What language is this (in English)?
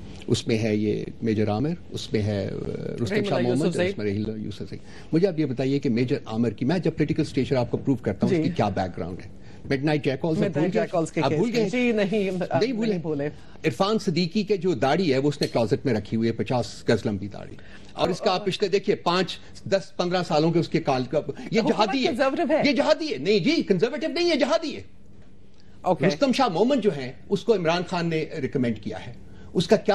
Urdu